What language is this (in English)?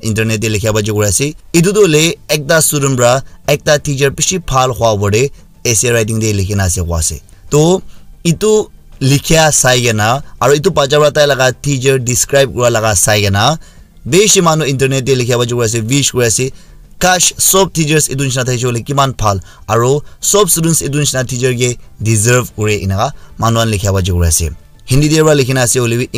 Naga Pidgin